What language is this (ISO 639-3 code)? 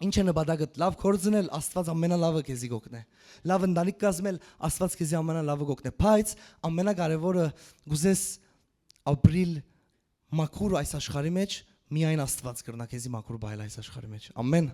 hyw